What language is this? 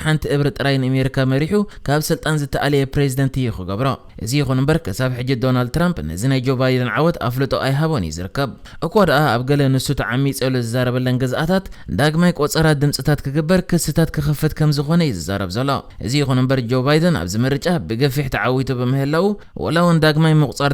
Tigrinya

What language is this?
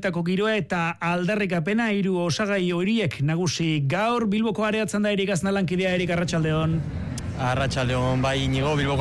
Basque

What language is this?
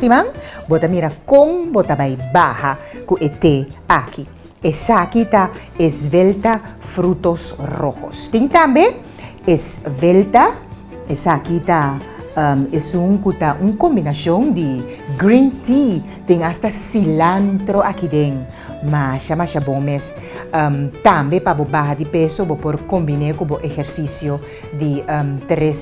Papiamento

